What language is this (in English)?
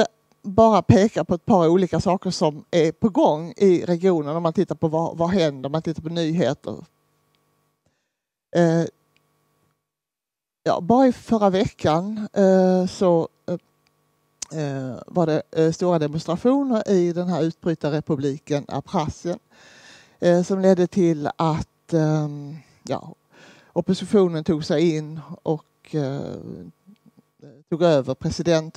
Swedish